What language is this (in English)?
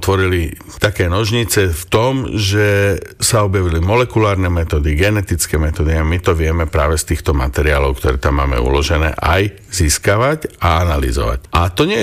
Slovak